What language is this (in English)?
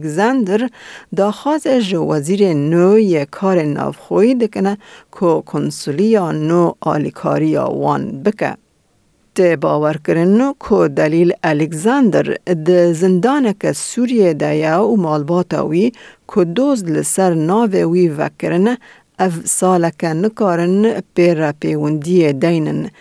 Kurdish